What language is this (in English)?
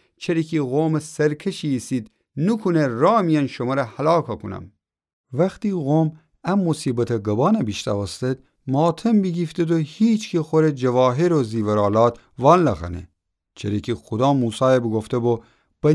Gilaki